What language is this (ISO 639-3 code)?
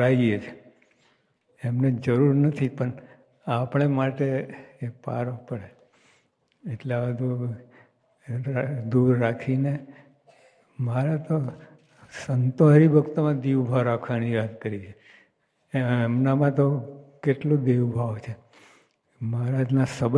guj